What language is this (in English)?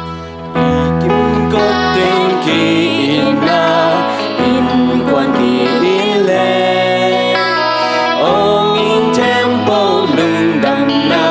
Tedim Chin